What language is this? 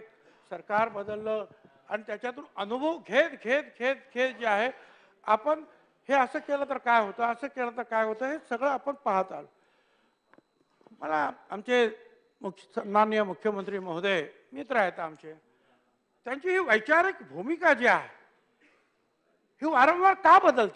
Marathi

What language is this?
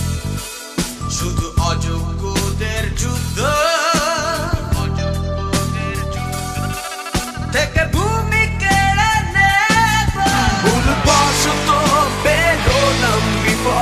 Bangla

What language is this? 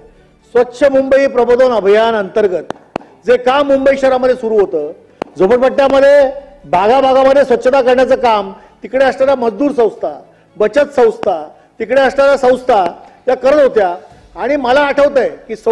Marathi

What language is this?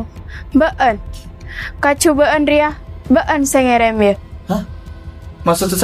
Madurese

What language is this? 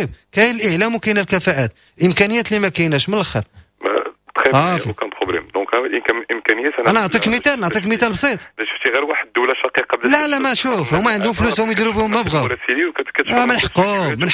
Moroccan Arabic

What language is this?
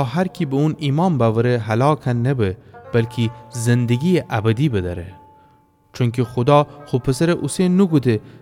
Gilaki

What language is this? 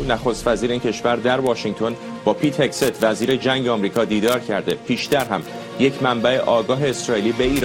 Persian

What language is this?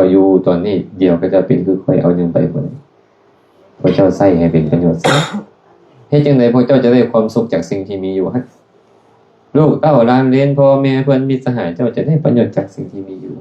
Lao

